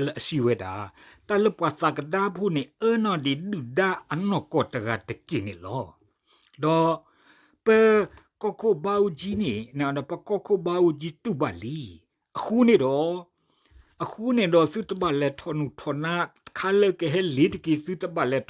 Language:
S'gaw Karen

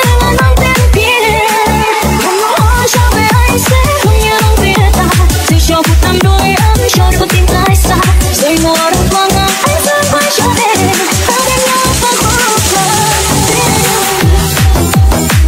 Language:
Vietnamese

